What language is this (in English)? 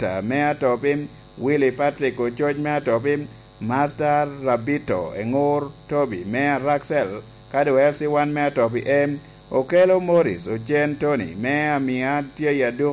Lango (Uganda)